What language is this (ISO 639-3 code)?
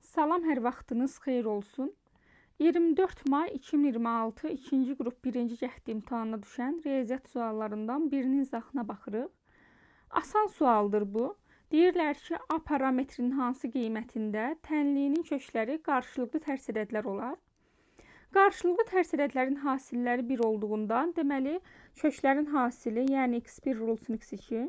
aze